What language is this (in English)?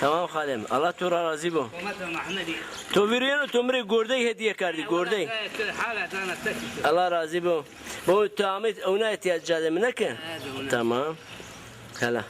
Zaza